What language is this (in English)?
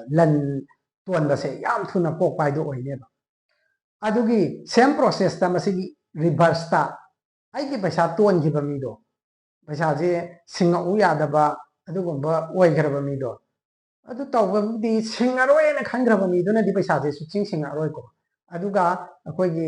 Manipuri